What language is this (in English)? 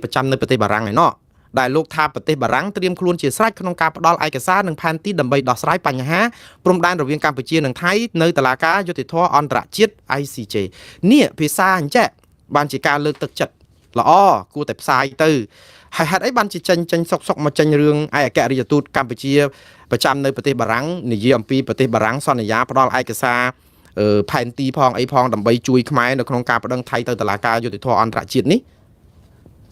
Khmer